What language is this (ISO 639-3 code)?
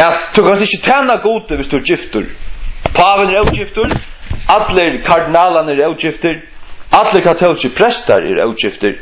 fao